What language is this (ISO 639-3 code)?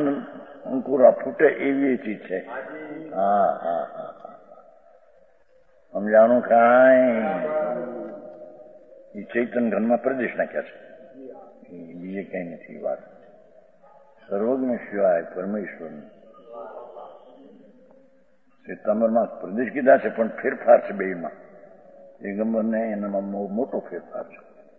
guj